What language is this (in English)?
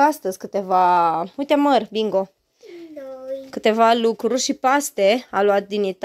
Romanian